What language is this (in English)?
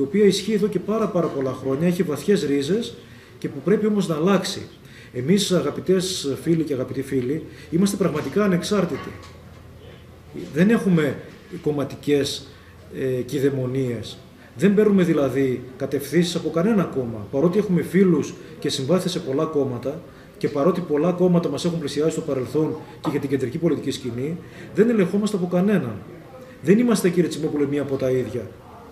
Greek